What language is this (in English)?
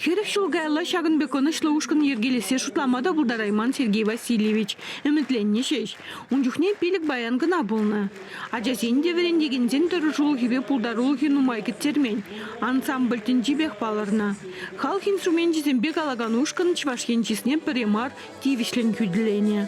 Chuvash